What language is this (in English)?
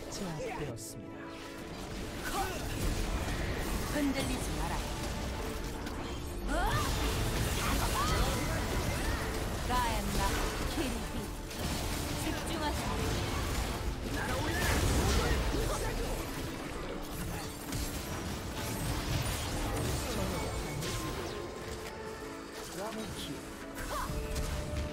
Korean